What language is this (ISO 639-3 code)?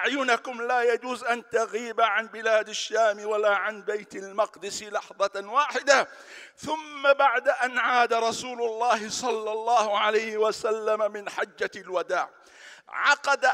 ara